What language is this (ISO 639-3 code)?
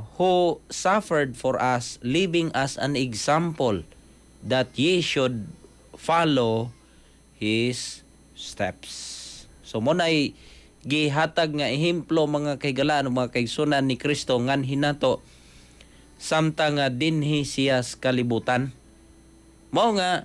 ceb